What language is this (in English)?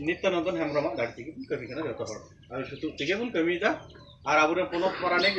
Santali